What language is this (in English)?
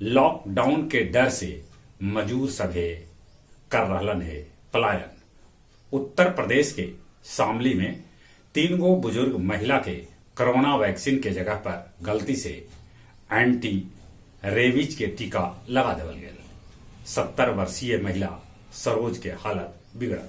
Magahi